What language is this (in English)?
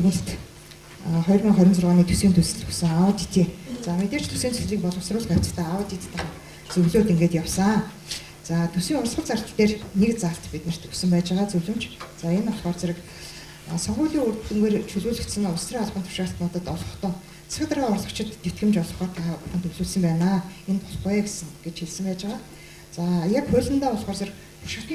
Mongolian